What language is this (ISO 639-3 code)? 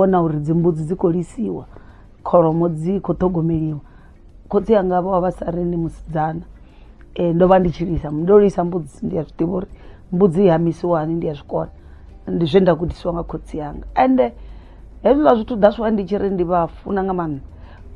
ven